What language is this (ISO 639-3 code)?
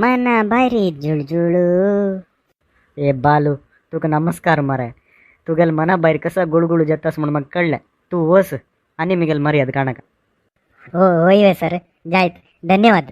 kok